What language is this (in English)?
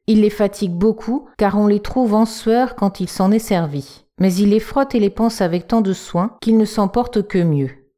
French